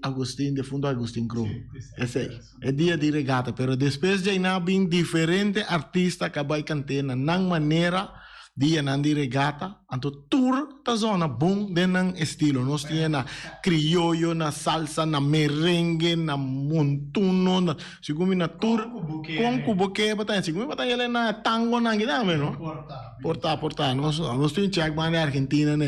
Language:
Papiamento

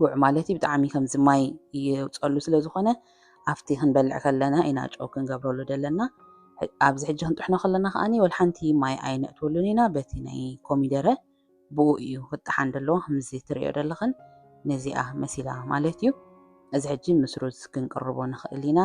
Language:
Tigrinya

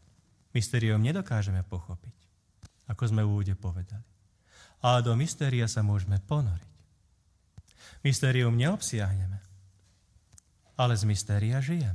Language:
Slovak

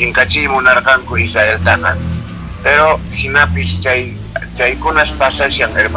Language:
Quechua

